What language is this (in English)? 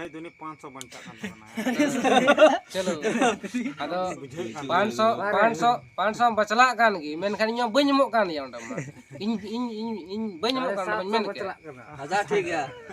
Santali